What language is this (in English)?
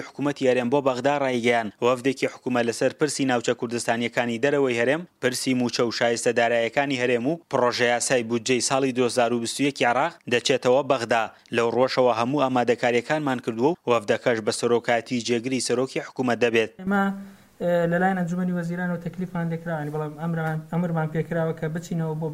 Central Kurdish